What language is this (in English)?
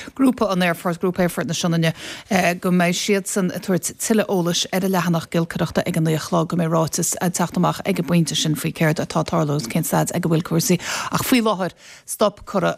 Irish